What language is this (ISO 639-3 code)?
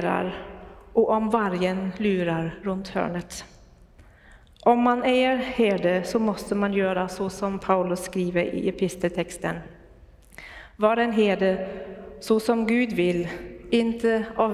swe